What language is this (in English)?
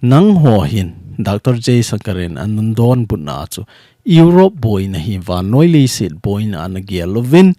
Thado Chin